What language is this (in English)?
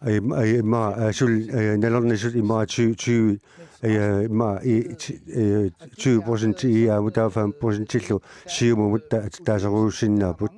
Kalaallisut